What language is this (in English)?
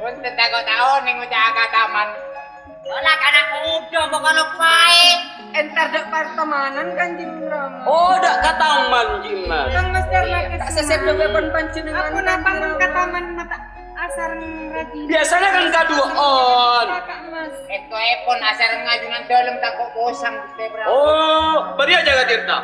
Madurese